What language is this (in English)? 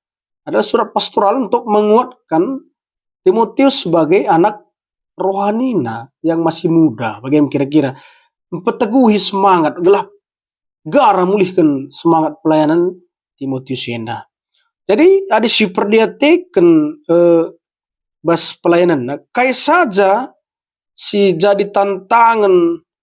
Batak Karo